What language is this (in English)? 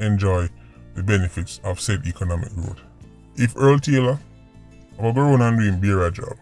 Jamaican Creole English